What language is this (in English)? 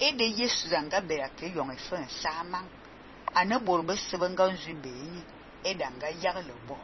Fang